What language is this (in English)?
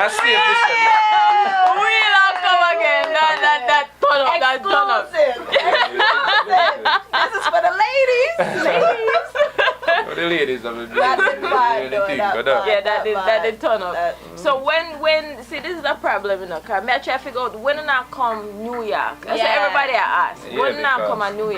Jamaican Creole English